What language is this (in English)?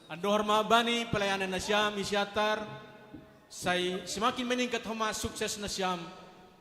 Batak Simalungun